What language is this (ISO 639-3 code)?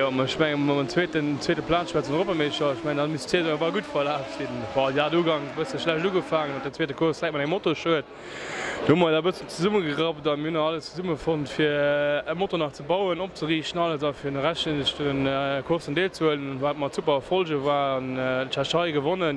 ltz